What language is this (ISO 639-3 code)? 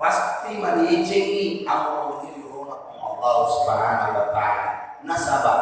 bug